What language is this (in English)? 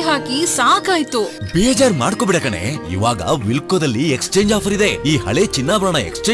Kannada